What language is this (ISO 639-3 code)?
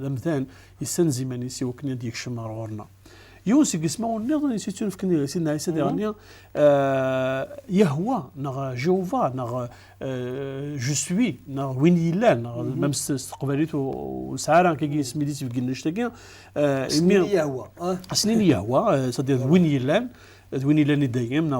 kab